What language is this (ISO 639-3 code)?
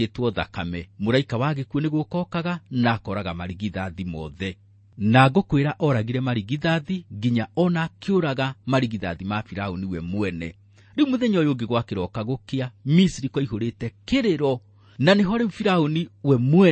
kik